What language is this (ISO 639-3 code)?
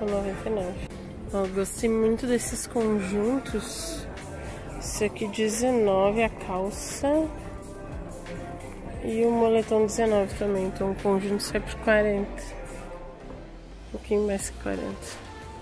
por